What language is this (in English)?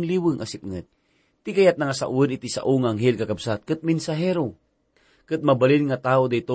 Iloko